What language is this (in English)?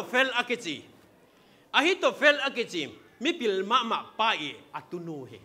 Tedim Chin